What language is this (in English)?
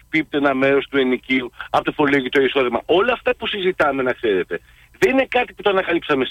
Greek